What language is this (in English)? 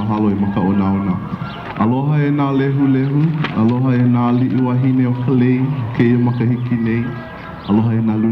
Hawaiian